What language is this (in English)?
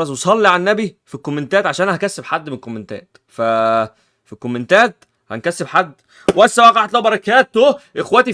Egyptian Arabic